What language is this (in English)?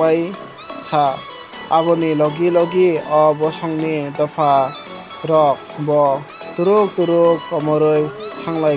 Kok Borok